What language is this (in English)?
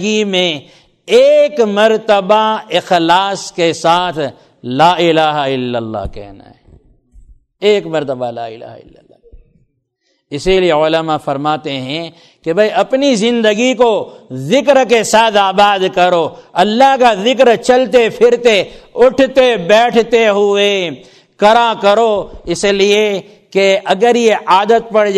Urdu